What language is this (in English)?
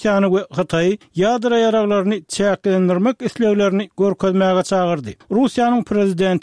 Turkmen